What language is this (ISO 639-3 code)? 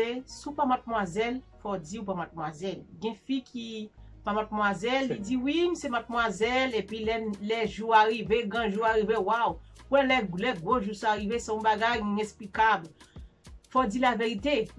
hat